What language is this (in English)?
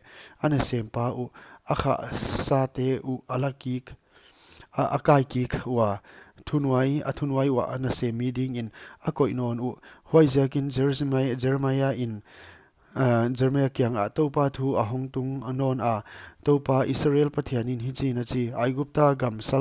Paite Chin